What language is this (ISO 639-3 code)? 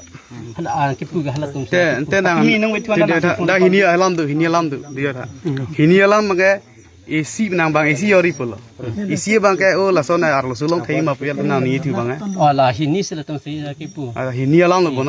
mjw